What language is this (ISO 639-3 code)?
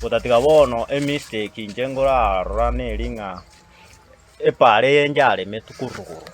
guz